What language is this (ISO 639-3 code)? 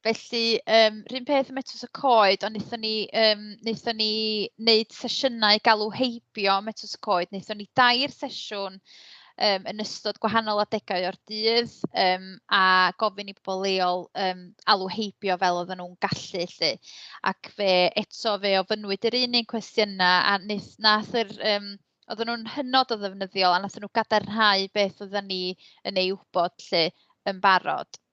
cym